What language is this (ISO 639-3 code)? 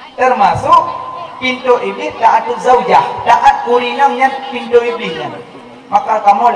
ace